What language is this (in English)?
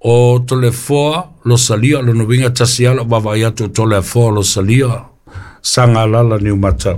Samoan